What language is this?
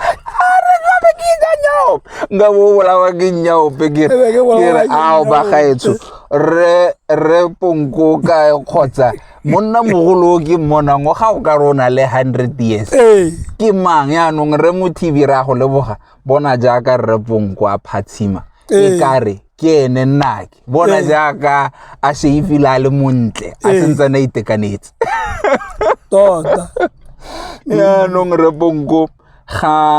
Tswana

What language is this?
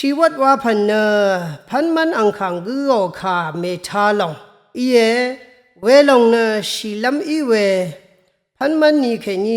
Rawang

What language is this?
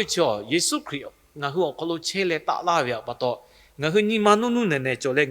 Lahu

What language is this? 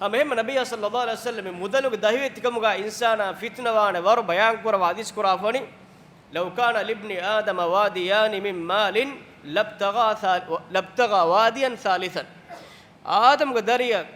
Divehi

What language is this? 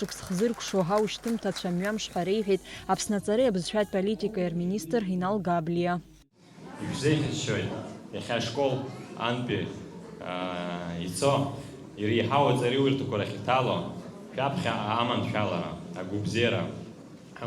Abkhazian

